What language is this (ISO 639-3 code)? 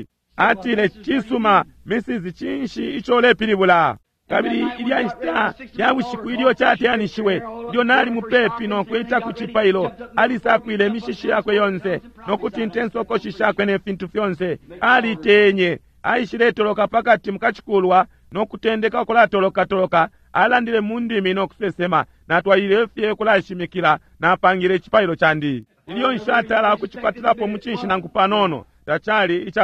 bem